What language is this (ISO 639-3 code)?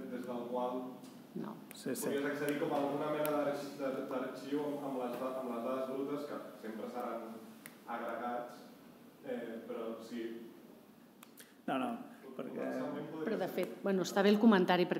cat